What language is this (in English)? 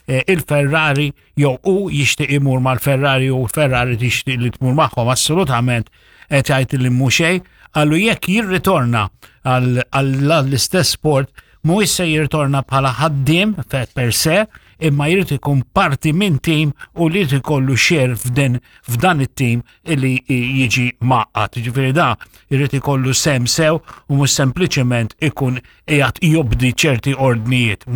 Maltese